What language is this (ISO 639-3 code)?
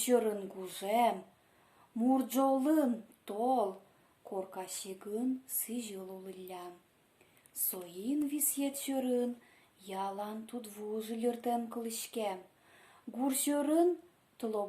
udm